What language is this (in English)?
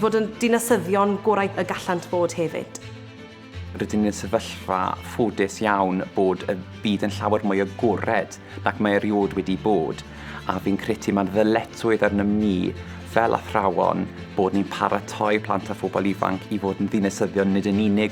Welsh